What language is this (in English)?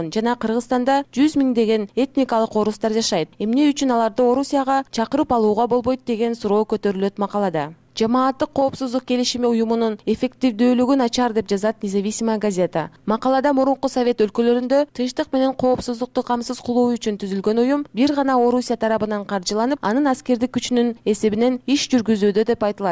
Kyrgyz